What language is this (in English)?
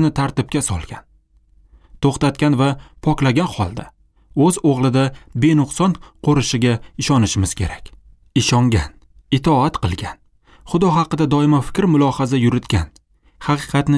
Uzbek